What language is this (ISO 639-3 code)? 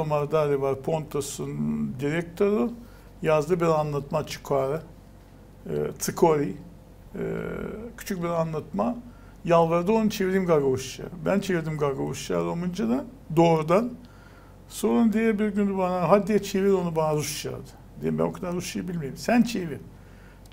gag